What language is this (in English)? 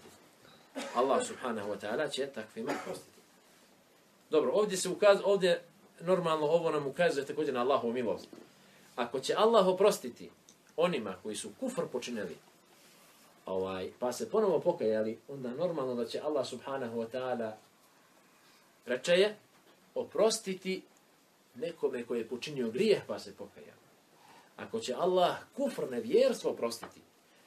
Bosnian